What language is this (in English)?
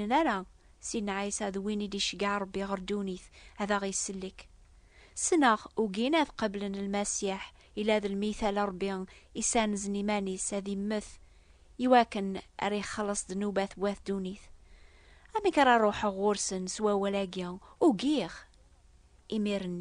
Kabyle